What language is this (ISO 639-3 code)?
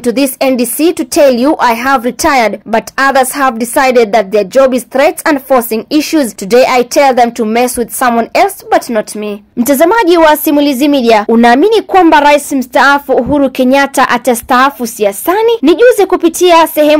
swa